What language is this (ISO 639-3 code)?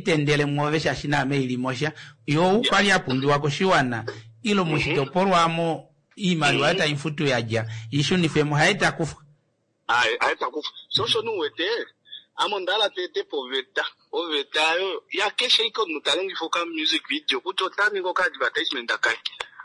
kua